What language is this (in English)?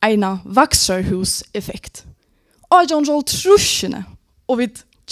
Faroese